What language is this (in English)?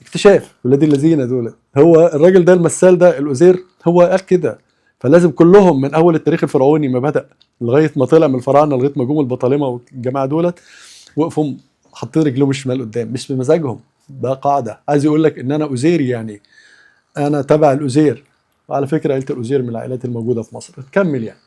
Egyptian Arabic